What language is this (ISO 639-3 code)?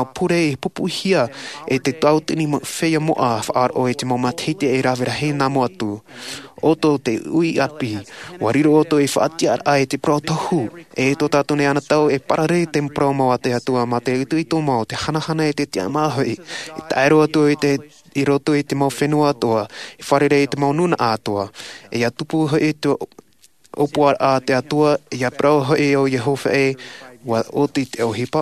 tah